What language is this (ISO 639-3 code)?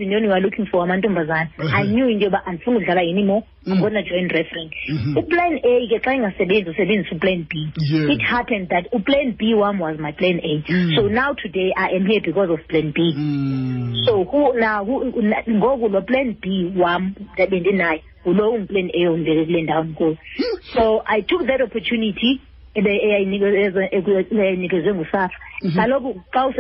xho